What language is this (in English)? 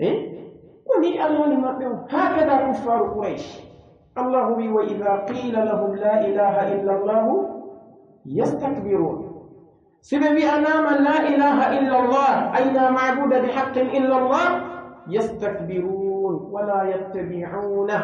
Pular